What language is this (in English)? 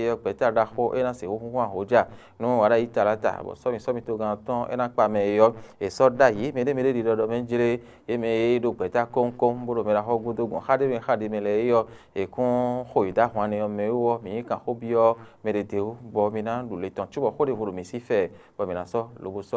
Fon